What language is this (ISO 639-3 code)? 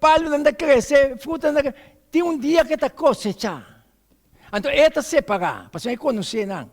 pap